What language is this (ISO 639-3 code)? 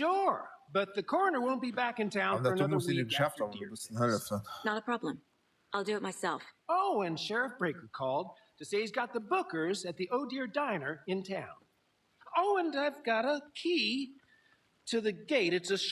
ltz